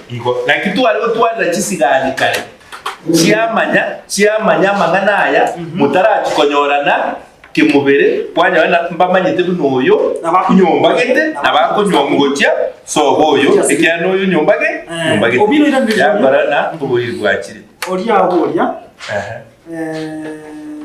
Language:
Gusii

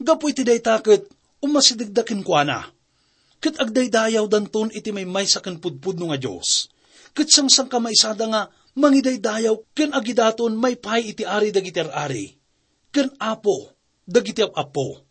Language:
Iloko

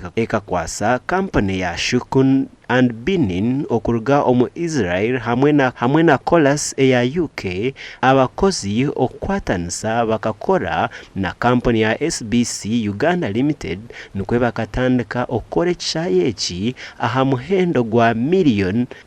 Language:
Nyankole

